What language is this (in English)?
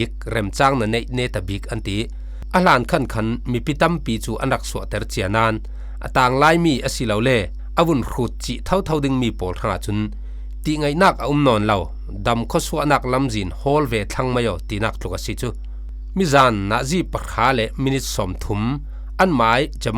Falam Chin